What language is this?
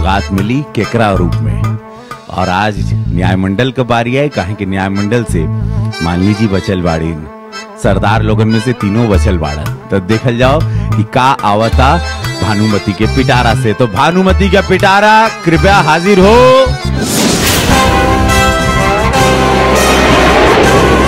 Bhojpuri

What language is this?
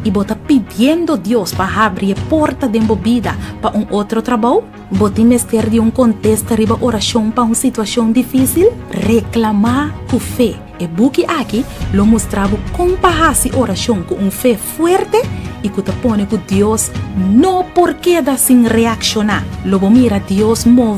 Papiamento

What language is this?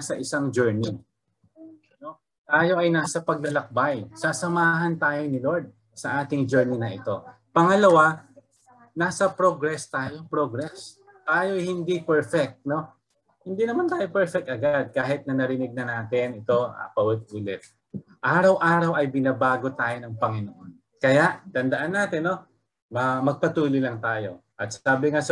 Filipino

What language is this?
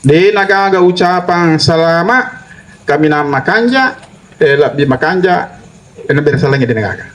Buginese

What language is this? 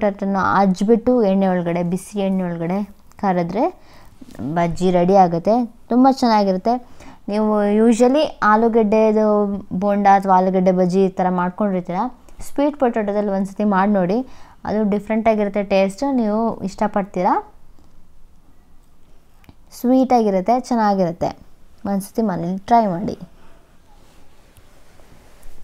Kannada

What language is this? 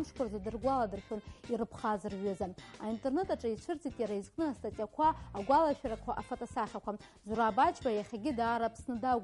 Abkhazian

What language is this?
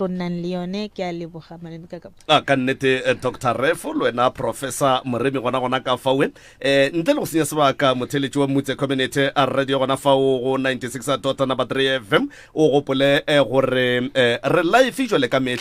Northern Sotho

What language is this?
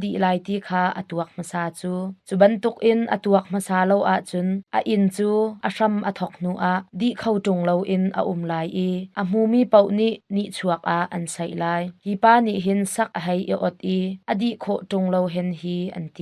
Hakha Chin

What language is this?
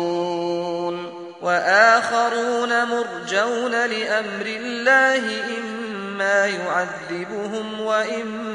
Arabic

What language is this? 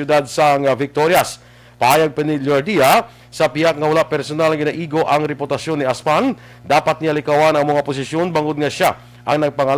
Hiligaynon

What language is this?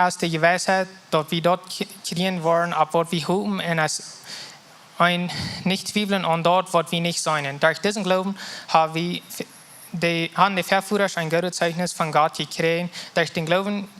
Plautdietsch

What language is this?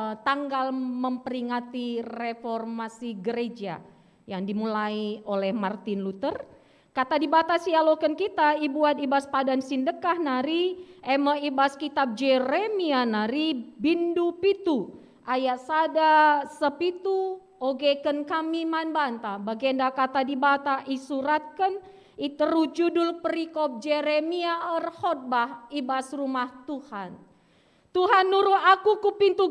Batak Karo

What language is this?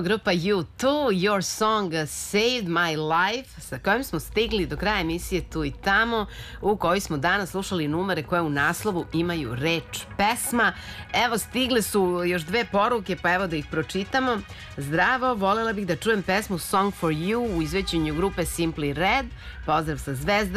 Serbian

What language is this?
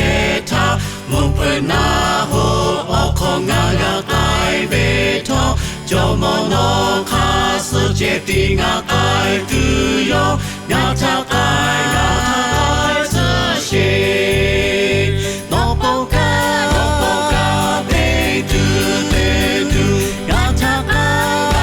Lahu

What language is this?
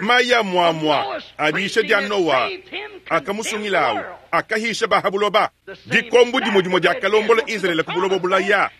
Luba-Lulua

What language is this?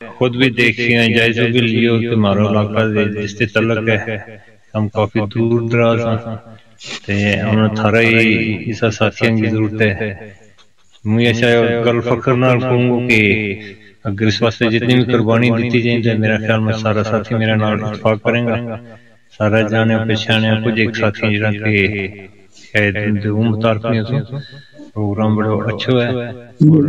Gujari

